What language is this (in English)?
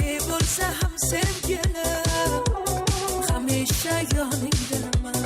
Kara-Kalpak